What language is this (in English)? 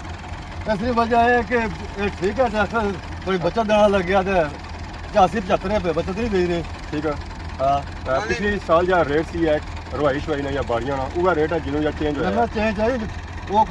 Pahari-Potwari